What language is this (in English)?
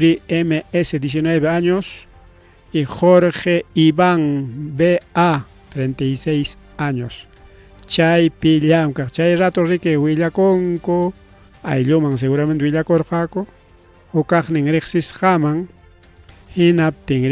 Ayacucho Quechua